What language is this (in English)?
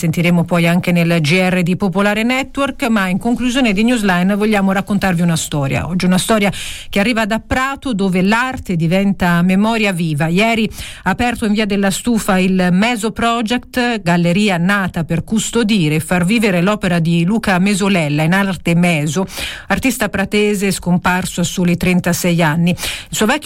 Italian